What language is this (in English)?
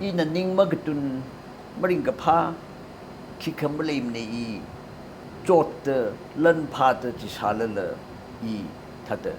Tangkhul Naga (India)